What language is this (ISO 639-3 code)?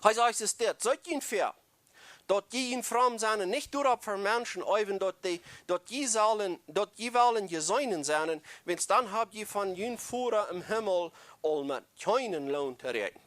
pdt